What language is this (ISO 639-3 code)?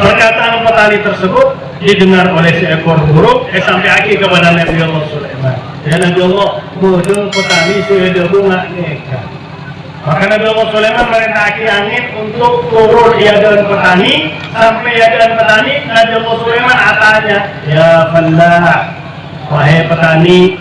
mad